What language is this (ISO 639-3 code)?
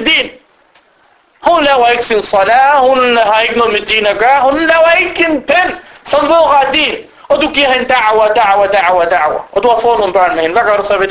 dan